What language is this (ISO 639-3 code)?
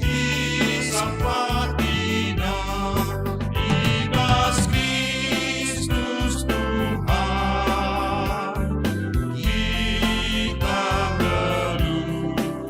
btx